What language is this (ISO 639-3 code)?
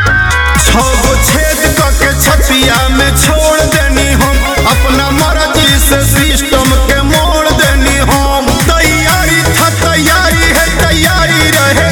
bho